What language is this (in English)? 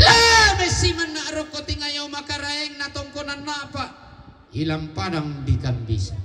Toraja-Sa'dan